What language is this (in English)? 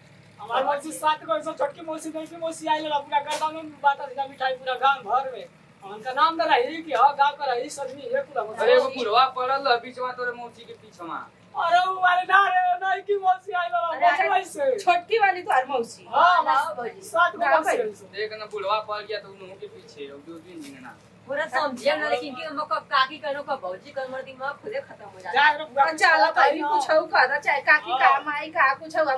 Bhojpuri